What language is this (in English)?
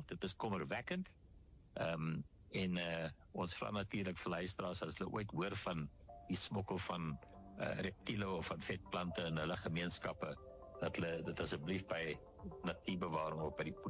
Afrikaans